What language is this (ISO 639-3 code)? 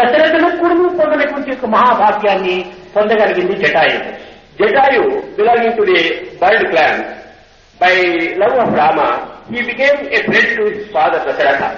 tel